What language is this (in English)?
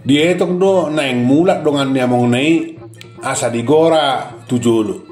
Batak Toba